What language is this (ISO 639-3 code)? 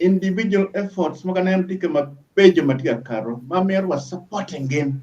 ach